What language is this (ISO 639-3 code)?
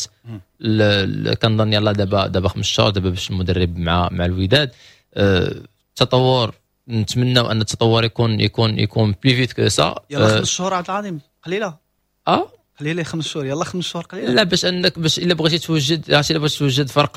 ary